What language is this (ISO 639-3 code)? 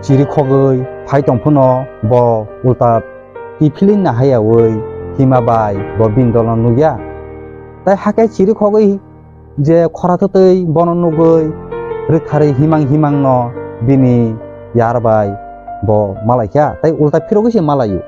trp